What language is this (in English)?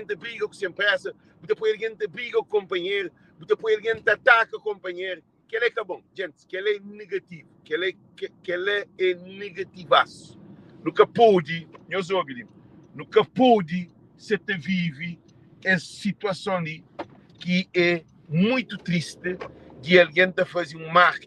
Kabuverdianu